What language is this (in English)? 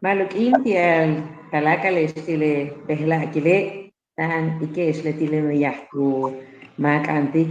Yucateco